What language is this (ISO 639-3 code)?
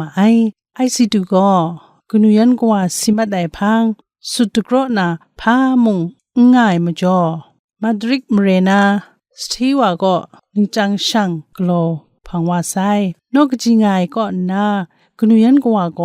kac